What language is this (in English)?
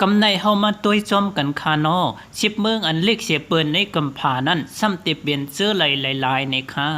Shan